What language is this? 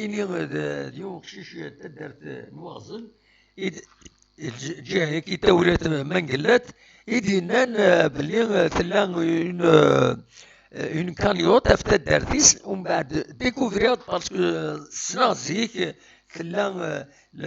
Kabyle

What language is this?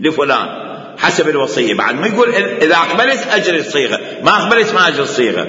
Mesopotamian Arabic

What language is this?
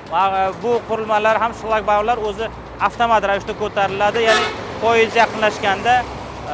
Uzbek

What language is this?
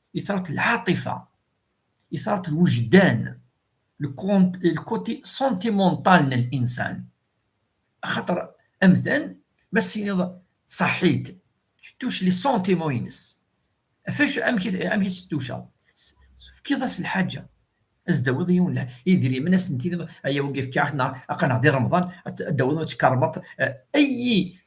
Kabyle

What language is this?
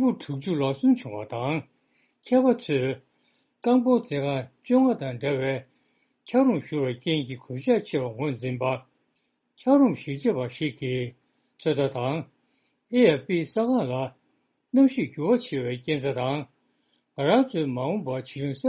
Tibetan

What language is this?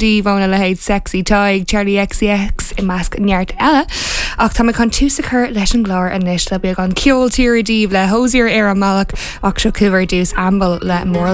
Irish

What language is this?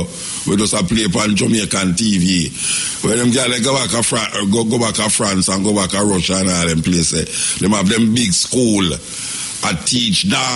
Jamaican Creole English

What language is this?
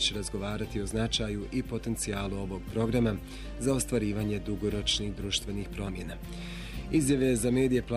Bosnian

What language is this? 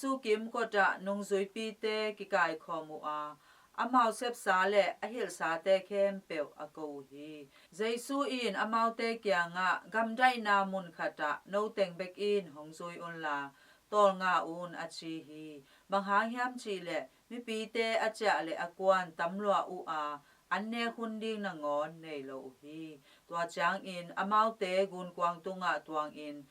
Tedim Chin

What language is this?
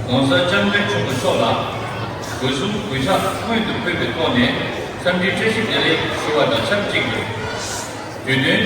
Tibetan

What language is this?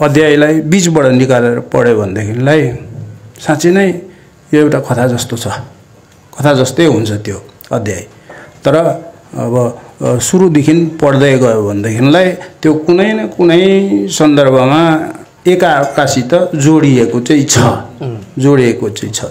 Nepali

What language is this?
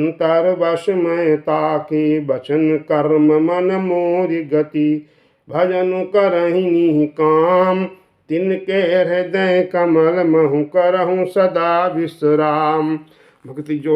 Awadhi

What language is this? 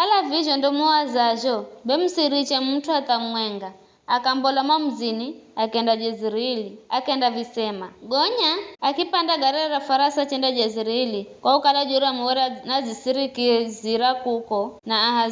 Giryama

